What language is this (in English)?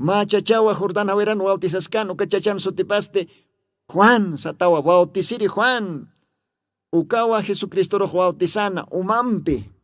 Aymara